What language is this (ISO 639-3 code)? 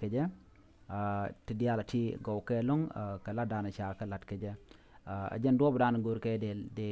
nus